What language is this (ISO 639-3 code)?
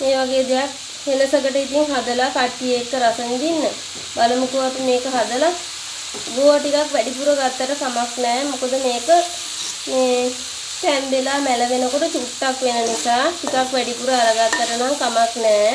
sin